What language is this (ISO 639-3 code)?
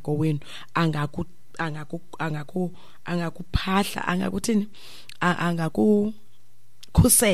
xho